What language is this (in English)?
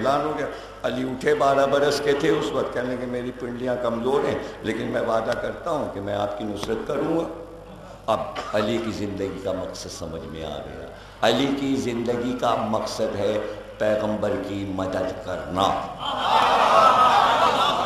Urdu